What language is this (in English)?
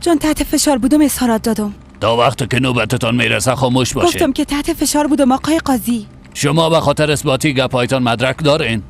Persian